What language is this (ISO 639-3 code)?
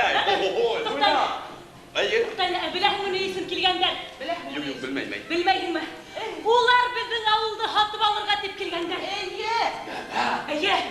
bak